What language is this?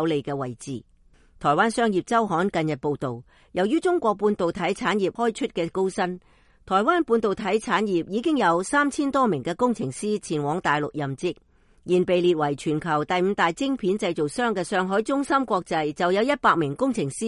Cantonese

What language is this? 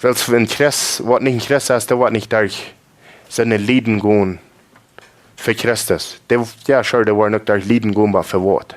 Plautdietsch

